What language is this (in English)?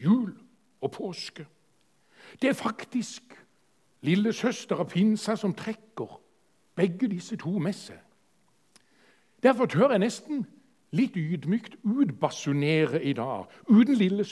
Norwegian